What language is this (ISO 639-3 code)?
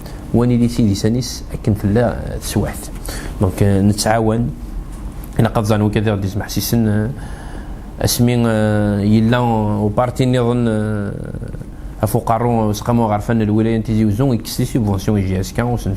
kab